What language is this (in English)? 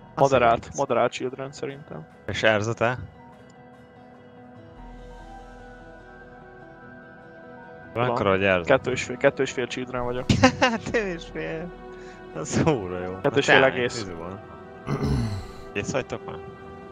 Hungarian